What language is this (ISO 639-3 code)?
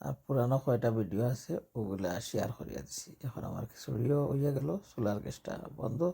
syl